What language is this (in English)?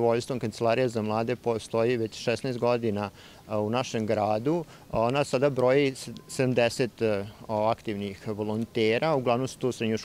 Serbian